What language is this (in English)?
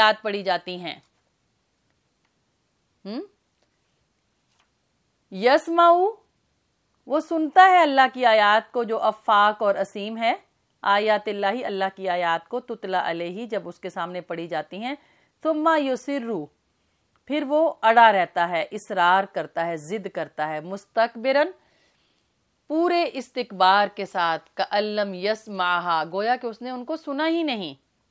Urdu